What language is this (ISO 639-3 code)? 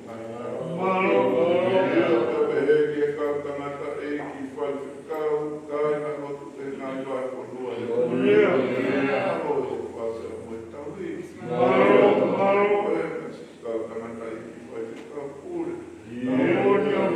ton